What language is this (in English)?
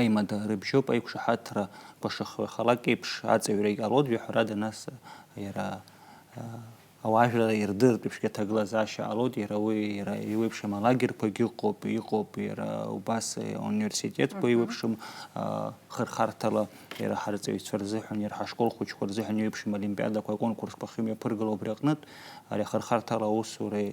Abkhazian